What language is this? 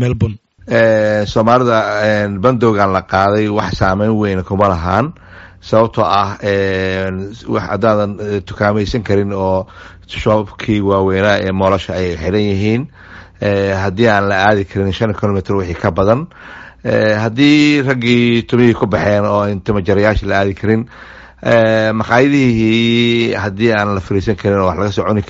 Somali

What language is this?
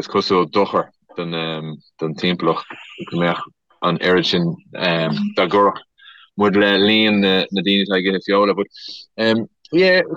Irish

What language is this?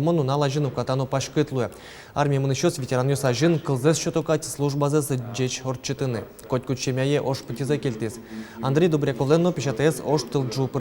Udmurt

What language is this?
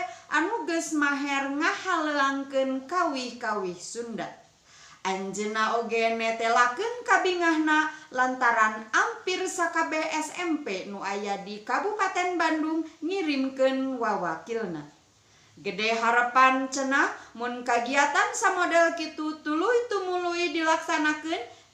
Sundanese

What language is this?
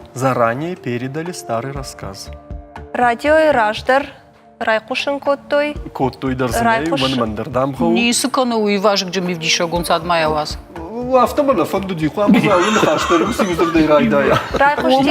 Ossetic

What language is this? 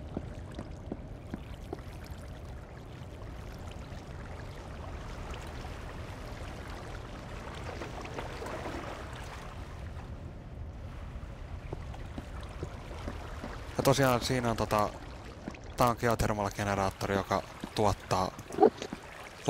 Finnish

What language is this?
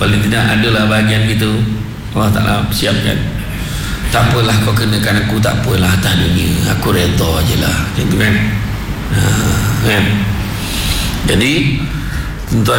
Malay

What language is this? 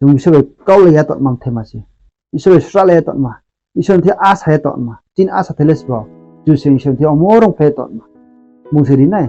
Riang (India)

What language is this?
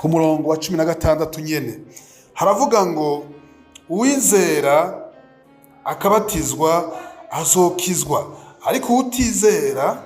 Rundi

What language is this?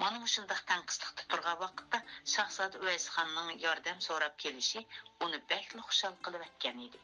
Uyghur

